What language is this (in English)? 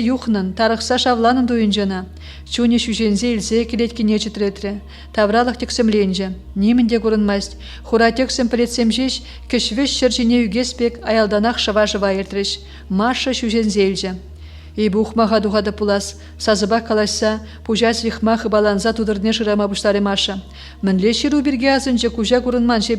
Chuvash